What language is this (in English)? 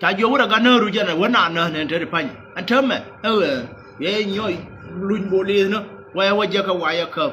Nuer